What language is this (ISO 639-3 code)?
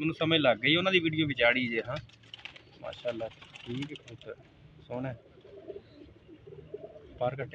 pan